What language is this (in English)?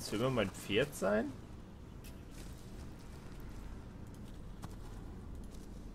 German